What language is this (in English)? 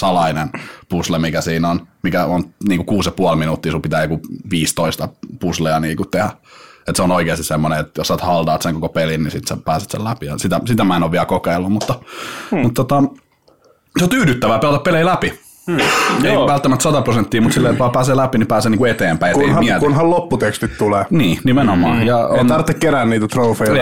Finnish